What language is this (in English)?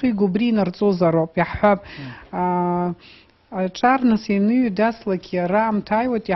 Abkhazian